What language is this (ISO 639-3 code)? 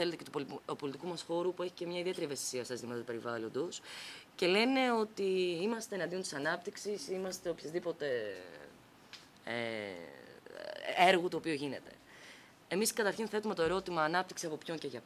ell